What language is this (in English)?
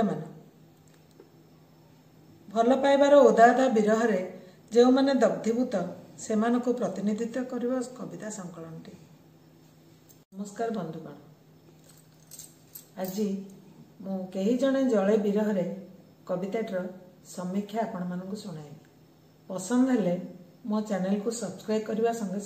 Odia